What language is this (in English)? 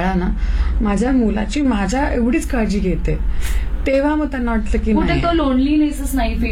Marathi